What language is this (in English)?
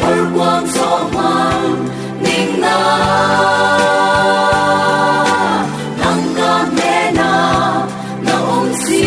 Falam Chin